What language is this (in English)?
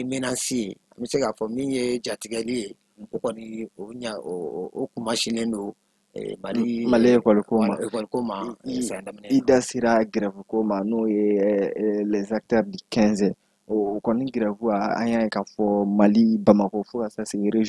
Bambara